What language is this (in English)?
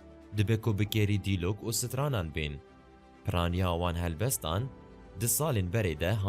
Kurdish